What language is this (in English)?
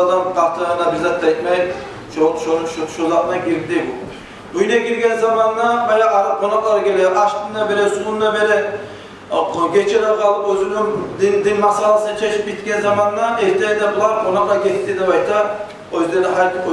Kumyk